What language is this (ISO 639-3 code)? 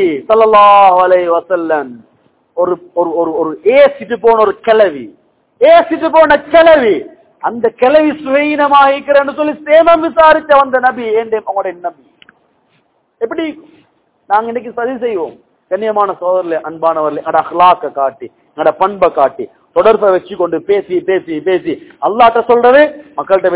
tam